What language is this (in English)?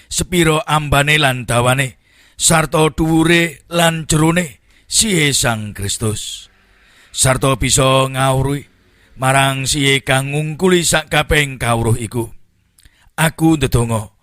Javanese